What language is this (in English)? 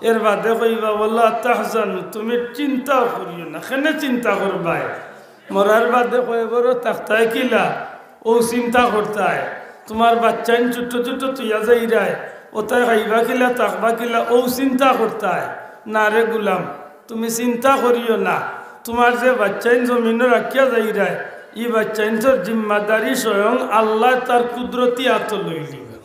Sylheti